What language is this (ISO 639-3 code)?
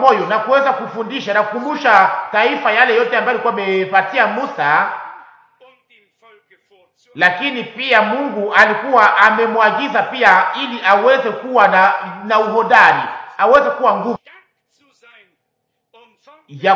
swa